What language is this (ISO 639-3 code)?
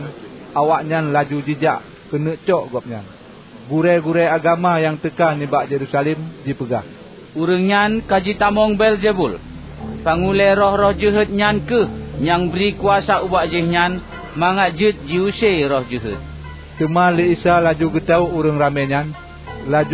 ace